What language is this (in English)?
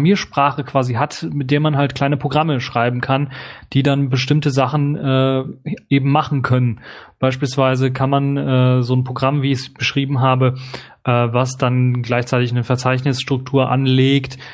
German